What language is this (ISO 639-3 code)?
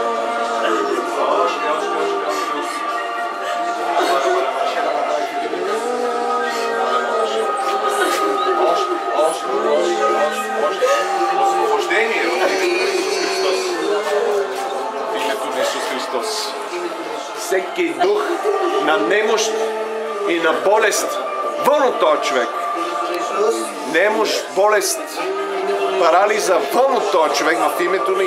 bul